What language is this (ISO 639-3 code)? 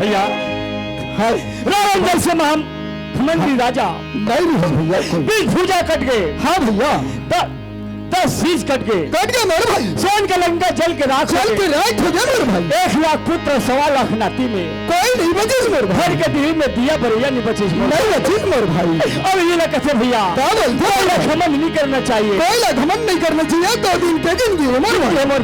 hne